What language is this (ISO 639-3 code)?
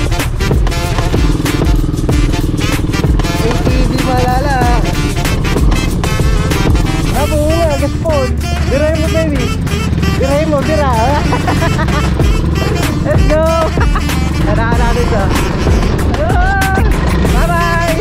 fil